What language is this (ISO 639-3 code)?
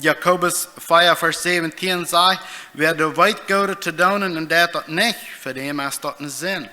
pdt